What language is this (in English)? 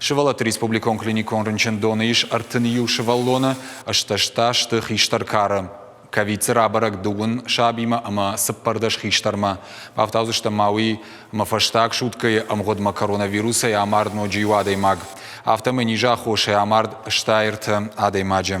Ossetic